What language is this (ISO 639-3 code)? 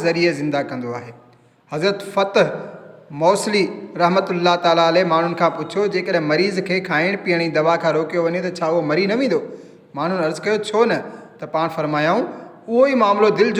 snd